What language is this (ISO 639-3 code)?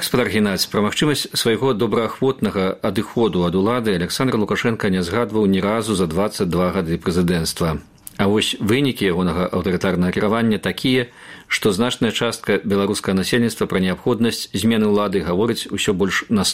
bel